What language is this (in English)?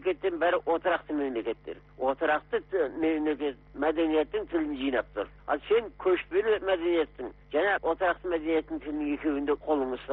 Kazakh